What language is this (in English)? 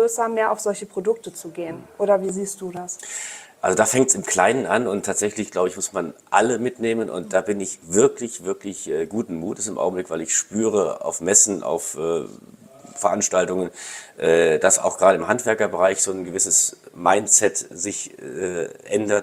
German